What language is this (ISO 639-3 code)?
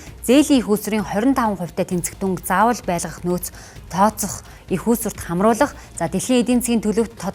mon